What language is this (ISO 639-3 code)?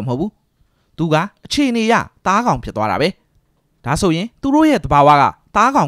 mya